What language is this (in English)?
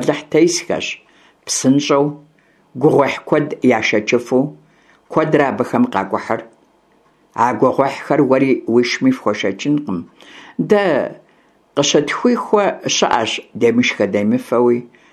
Kabardian